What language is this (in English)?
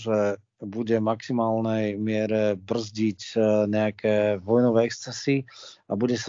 Slovak